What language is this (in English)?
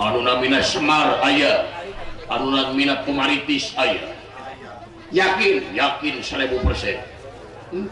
Sundanese